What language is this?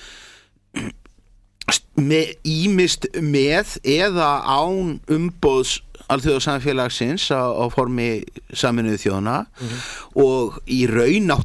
Icelandic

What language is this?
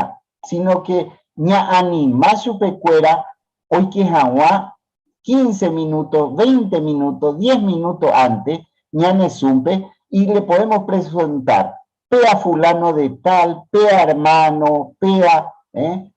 Guarani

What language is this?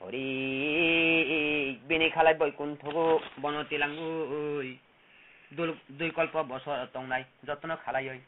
Kok Borok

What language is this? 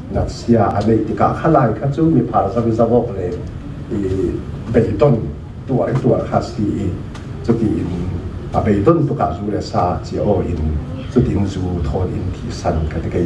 Falam Chin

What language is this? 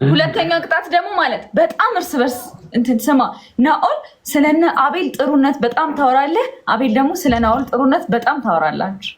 Amharic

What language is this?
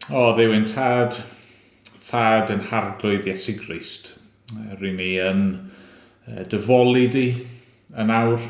Welsh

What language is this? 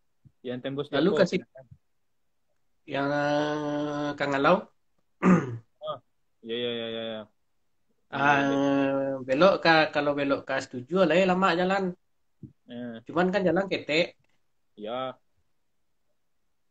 Indonesian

